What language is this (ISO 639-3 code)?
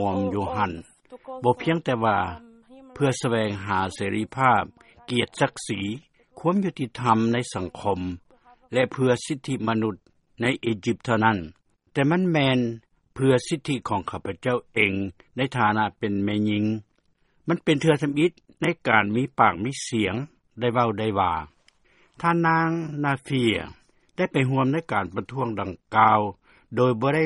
lao